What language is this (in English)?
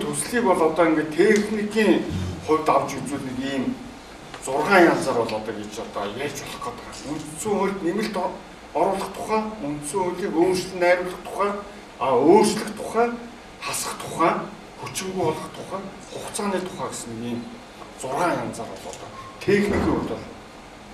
Mongolian